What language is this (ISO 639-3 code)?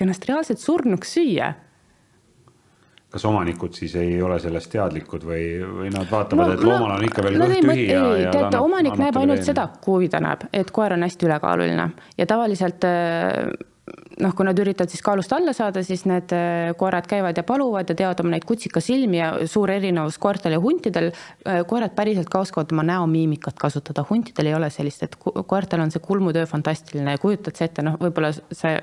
est